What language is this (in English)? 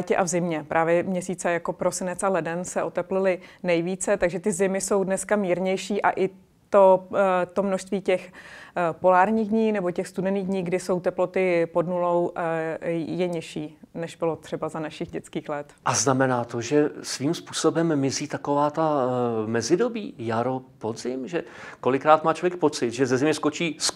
Czech